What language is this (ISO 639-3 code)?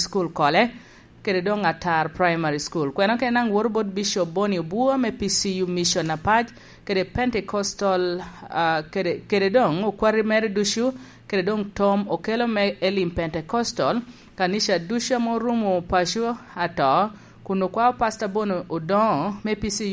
laj